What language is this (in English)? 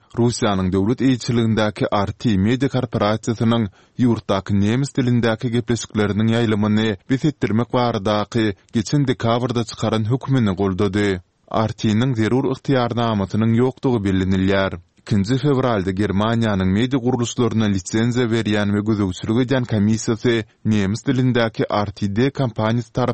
Turkmen